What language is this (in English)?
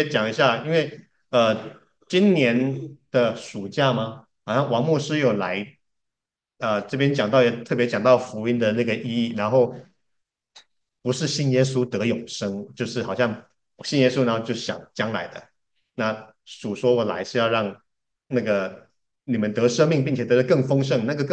Chinese